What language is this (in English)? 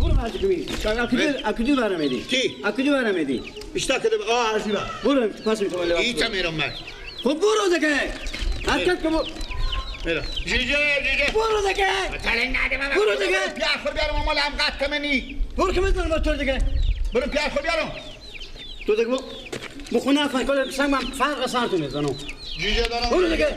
Persian